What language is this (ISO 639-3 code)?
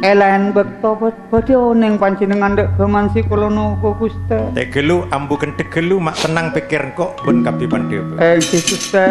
mad